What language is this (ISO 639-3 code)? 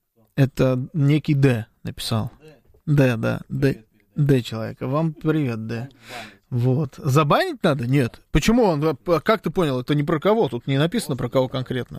rus